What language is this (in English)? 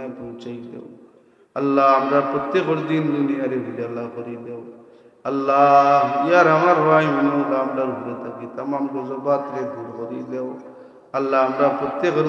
Sylheti